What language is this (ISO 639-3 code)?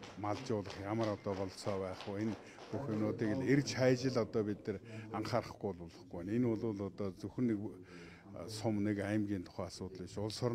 mon